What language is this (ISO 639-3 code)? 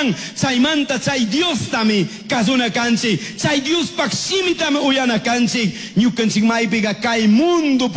qug